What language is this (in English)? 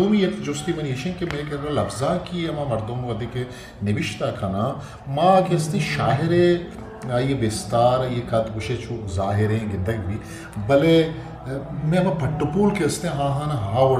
Eastern Balochi